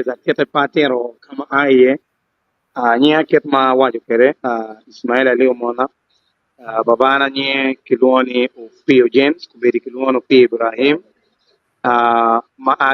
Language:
Acoli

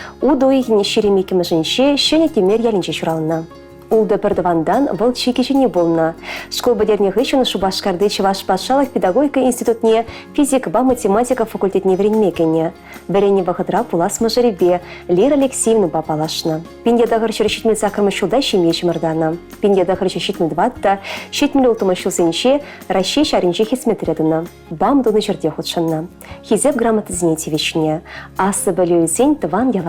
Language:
Chuvash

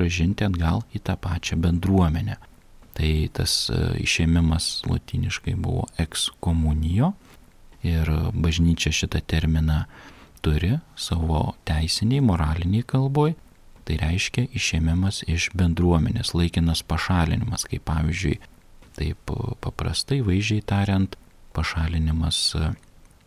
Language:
Lithuanian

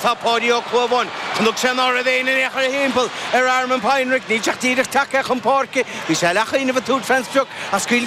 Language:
Irish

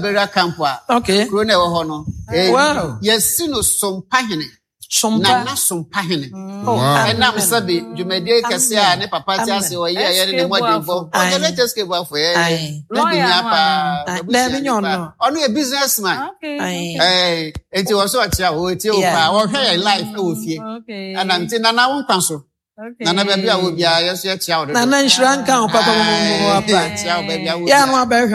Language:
Akan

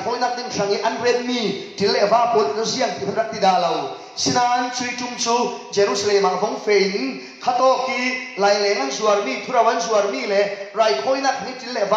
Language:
Falam Chin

